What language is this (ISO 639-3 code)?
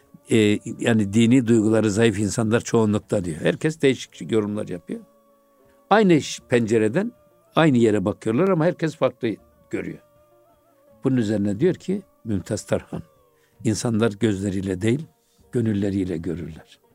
tur